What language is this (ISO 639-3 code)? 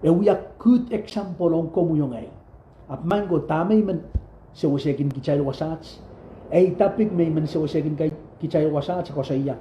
pon